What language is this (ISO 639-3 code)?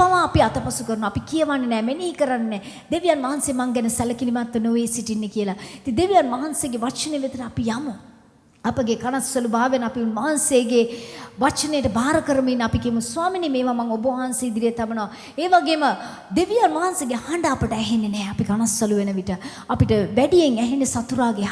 sin